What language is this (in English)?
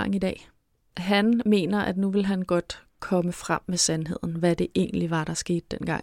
Danish